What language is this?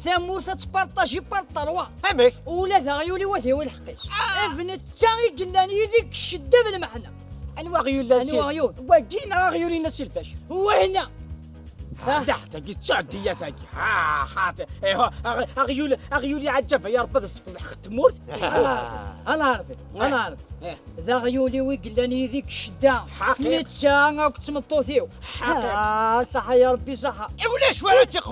Kabyle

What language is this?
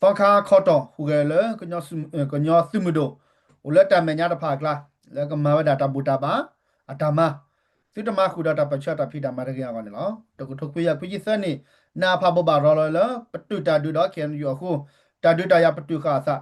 S'gaw Karen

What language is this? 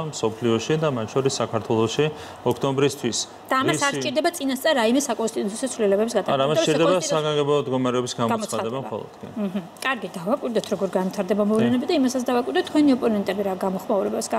Georgian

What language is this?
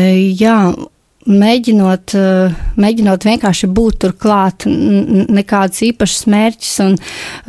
Latvian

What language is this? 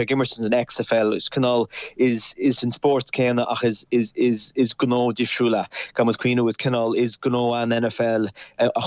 Irish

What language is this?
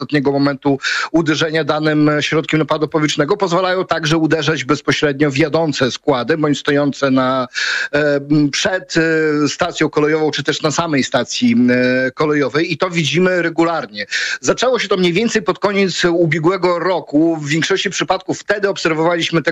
Polish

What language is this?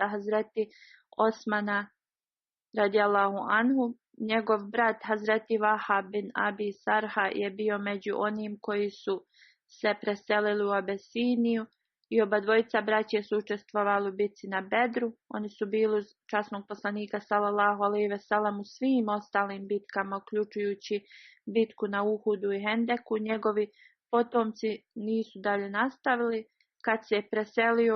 Bosnian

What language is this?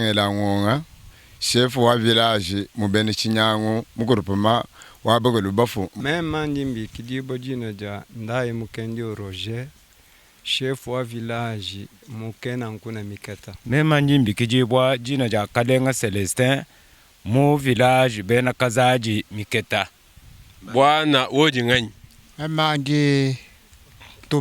Luba-Lulua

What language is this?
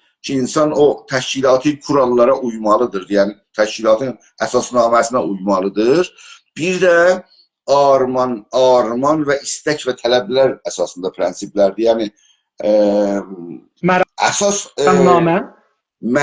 South Azerbaijani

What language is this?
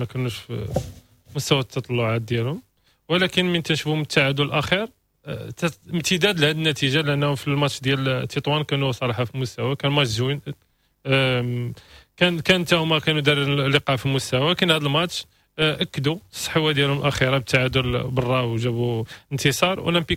Moroccan Arabic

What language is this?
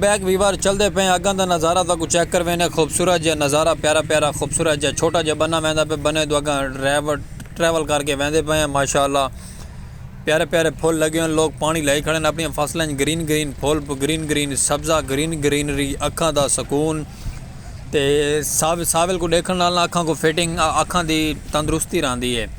Saraiki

